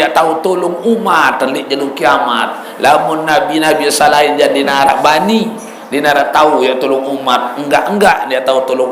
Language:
Sasak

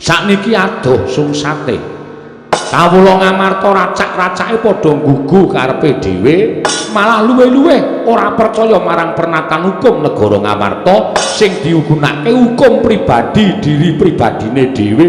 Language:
Javanese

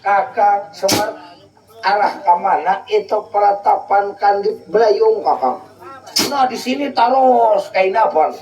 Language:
Banjar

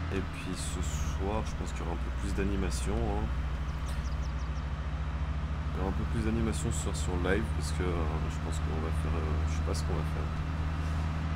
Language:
French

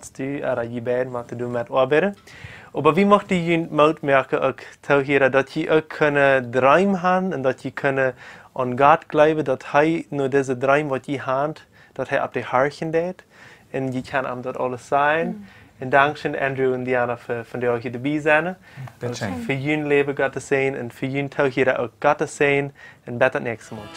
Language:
Plautdietsch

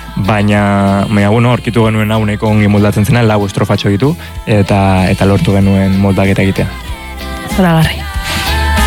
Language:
Basque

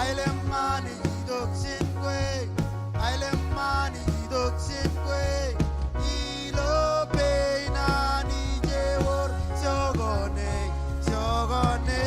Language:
Marshallese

